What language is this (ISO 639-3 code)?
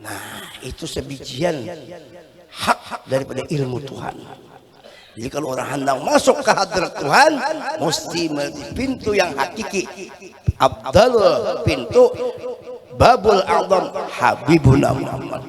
bjn